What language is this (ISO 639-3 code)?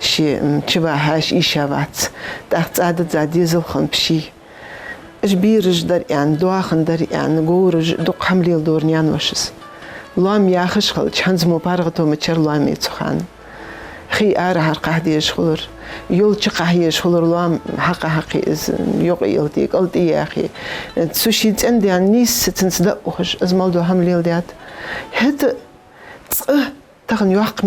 inh